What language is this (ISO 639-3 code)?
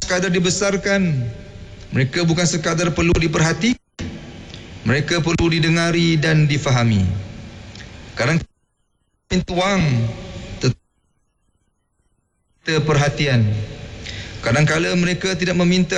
msa